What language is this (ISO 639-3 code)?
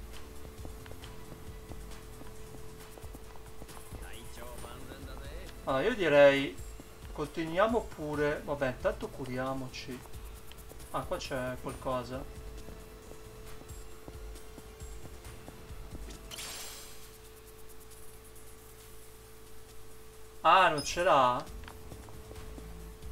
ita